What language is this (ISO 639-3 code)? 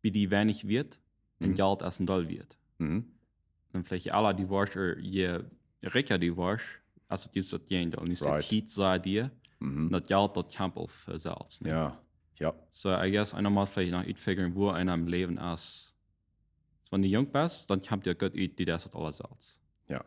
pdt